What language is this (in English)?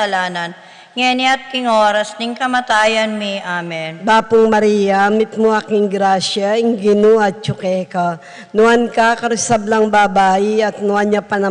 Pampanga